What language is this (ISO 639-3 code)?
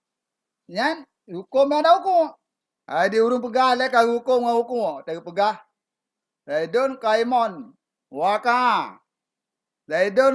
ace